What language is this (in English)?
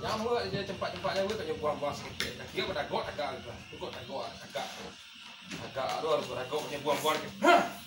Minangkabau